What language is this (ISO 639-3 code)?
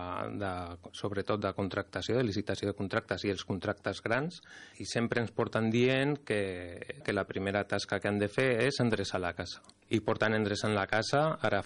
cat